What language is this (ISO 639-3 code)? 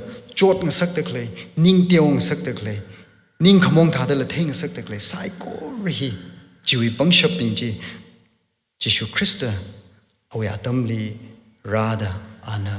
nmf